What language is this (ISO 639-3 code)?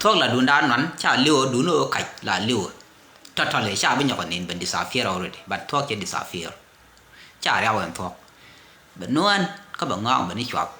nus